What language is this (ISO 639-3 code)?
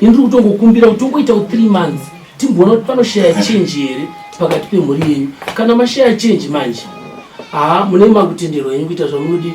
sna